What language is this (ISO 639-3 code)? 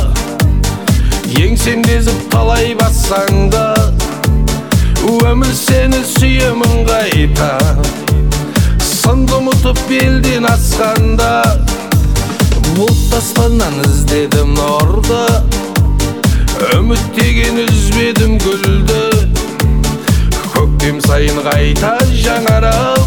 kaz